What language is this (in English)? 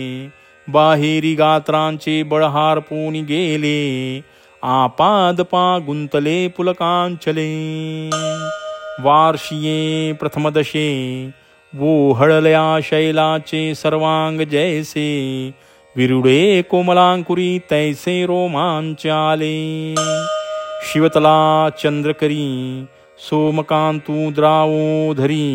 Marathi